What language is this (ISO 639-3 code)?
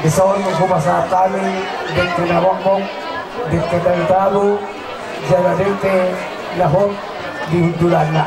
bbc